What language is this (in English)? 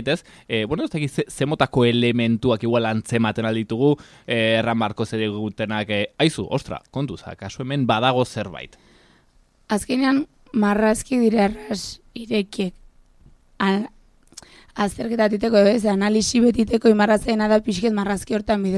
Basque